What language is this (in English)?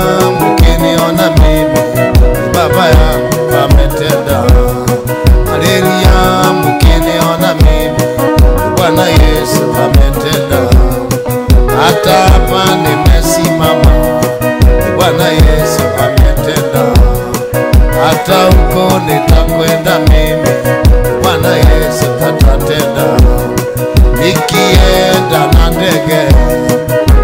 Swahili